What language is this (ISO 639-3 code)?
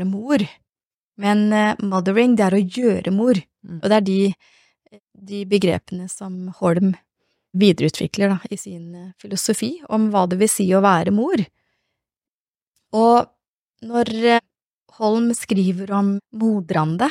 nor